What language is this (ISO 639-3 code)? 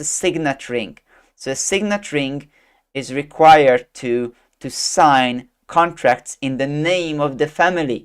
eng